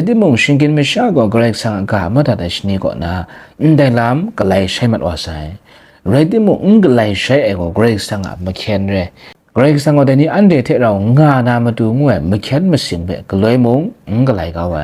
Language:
Kachin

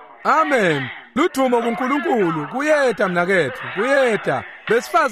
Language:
Swati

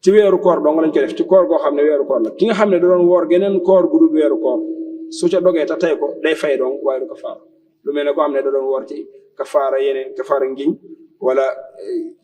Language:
Wolof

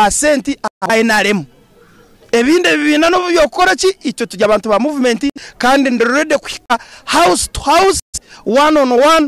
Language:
Nyankole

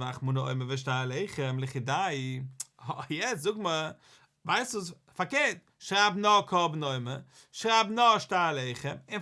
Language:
Yiddish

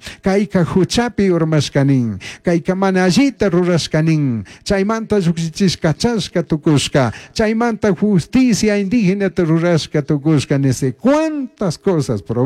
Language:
Chimborazo Highland Quichua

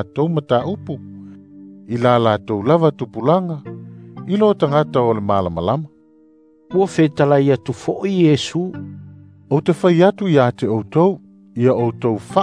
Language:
Samoan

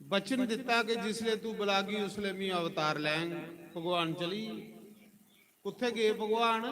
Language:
Dogri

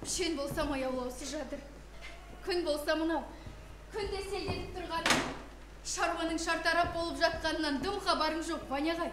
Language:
Kazakh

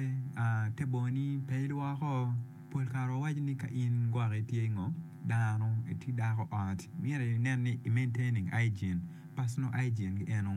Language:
Acoli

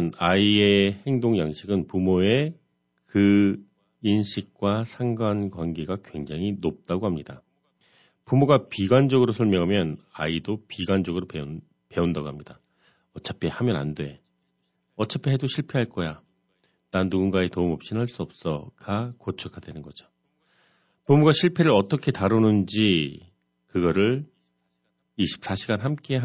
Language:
Korean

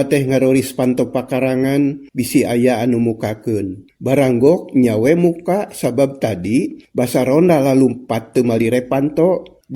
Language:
Sundanese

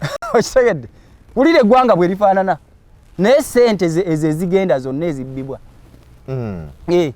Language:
Ganda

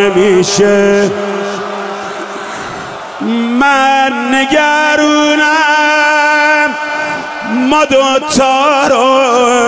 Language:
Persian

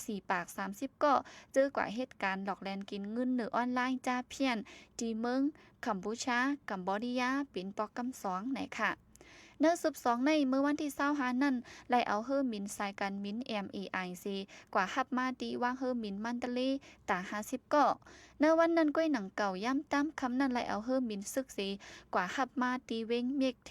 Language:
Shan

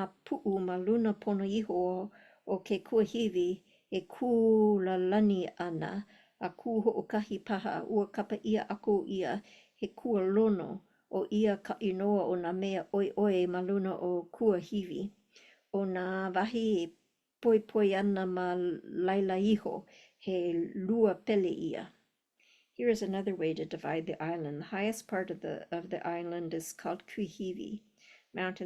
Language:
Hawaiian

